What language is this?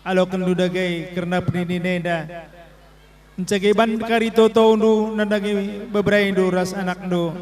Batak Karo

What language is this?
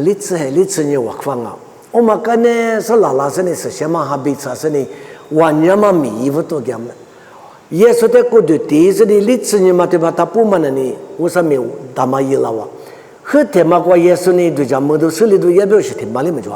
Lisu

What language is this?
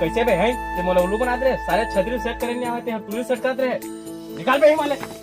Chhattisgarhi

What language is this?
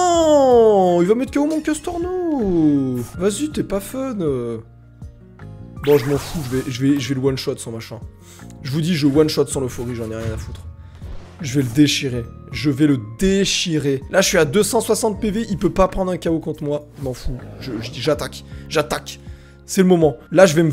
French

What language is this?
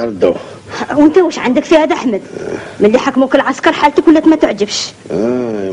Algerian Arabic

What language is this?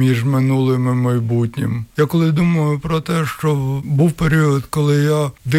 Ukrainian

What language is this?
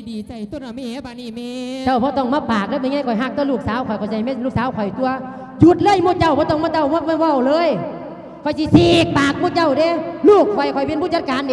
Lao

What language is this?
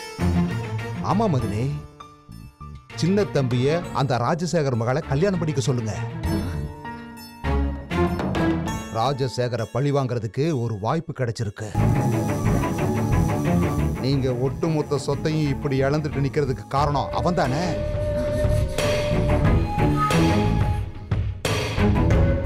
Tamil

